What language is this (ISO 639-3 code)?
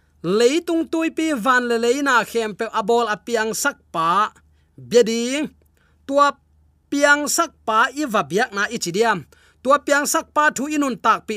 ctd